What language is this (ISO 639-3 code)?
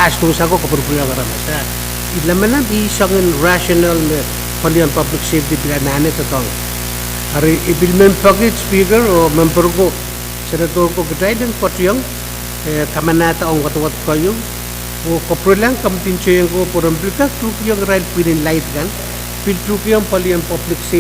pon